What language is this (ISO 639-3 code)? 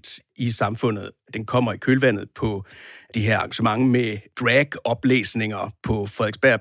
dan